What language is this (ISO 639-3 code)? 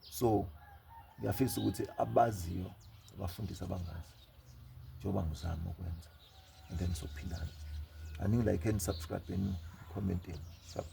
zul